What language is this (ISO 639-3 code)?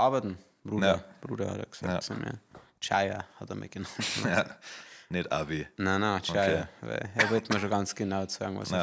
bar